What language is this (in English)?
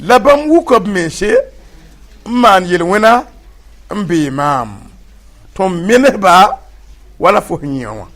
Mossi